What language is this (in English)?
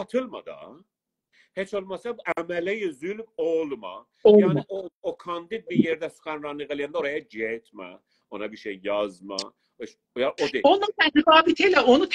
South Azerbaijani